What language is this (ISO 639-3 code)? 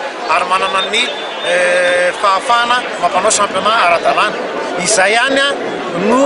mlg